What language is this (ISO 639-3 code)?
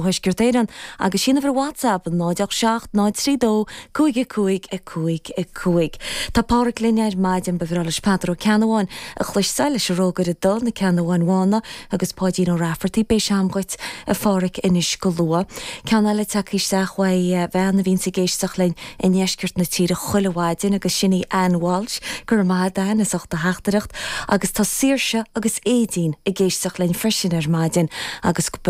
gle